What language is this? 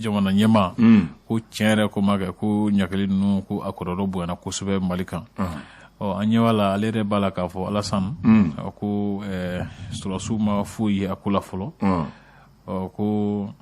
Bambara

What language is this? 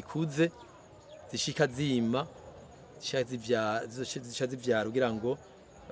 Rundi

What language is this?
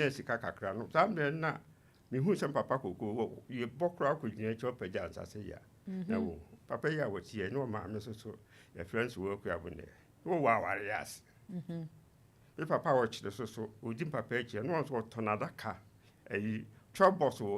Akan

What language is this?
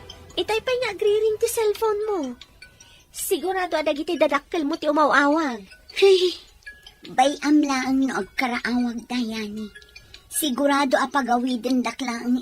Iloko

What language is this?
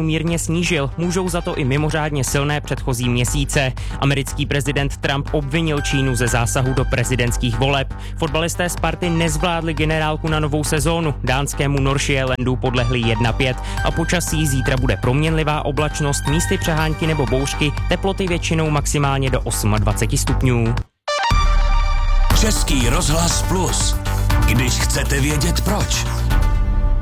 Czech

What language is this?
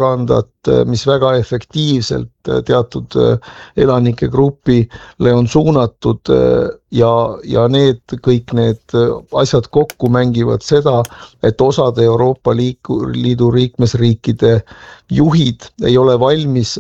Estonian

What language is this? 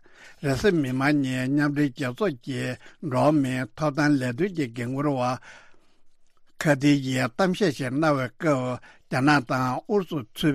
Tibetan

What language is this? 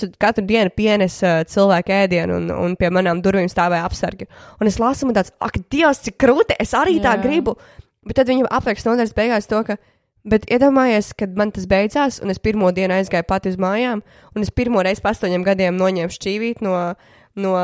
Latvian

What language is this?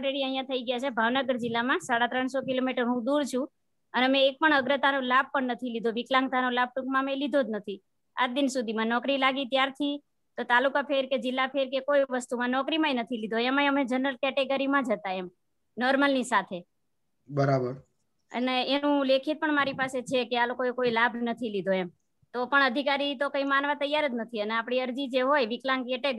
Gujarati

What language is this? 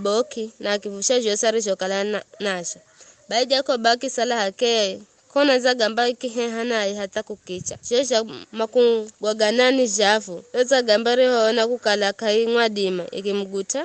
Giryama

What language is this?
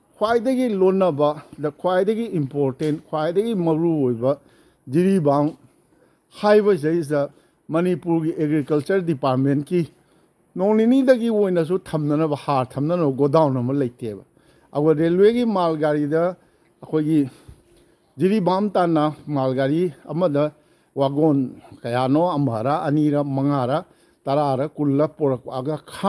Manipuri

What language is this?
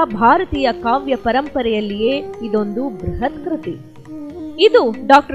Kannada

